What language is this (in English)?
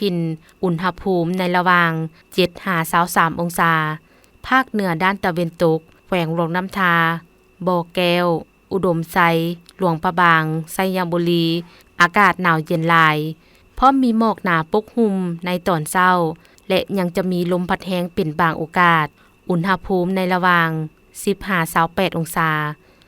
Lao